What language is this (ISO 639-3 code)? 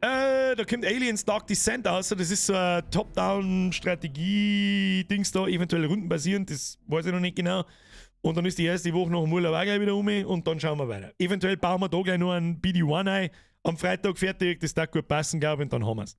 bar